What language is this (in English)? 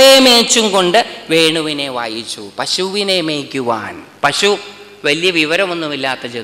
Malayalam